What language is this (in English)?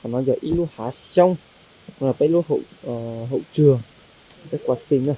Hmong